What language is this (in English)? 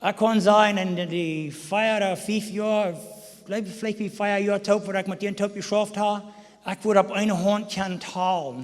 Plautdietsch